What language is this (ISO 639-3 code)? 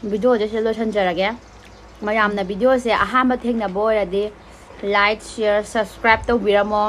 mni